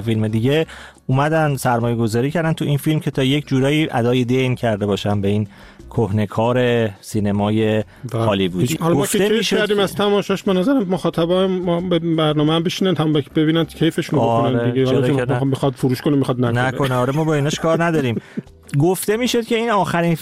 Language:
Persian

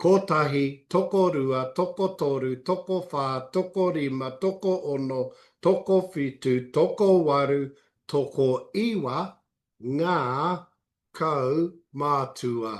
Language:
Māori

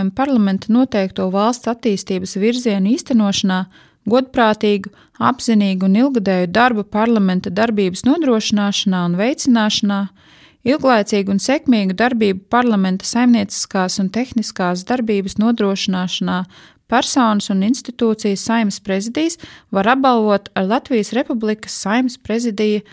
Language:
Latvian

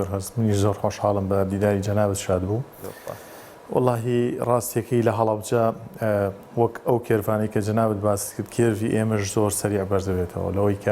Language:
Central Kurdish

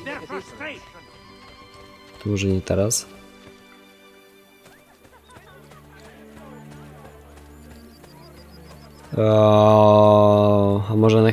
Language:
Polish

